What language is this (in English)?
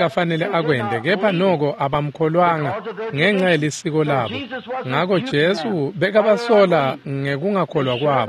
Swati